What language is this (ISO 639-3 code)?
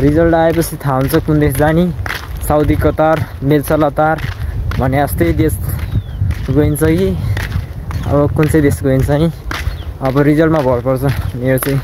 nep